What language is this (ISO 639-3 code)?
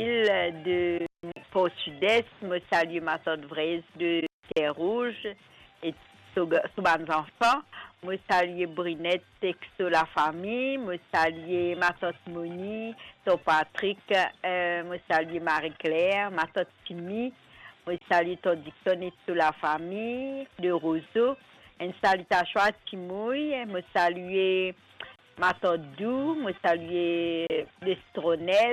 mfe